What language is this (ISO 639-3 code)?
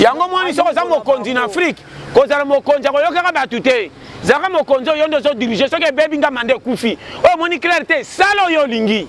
lin